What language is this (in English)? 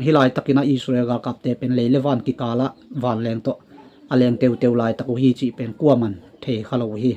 Tedim Chin